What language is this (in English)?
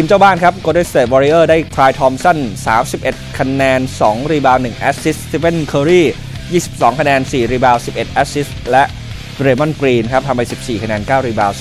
Thai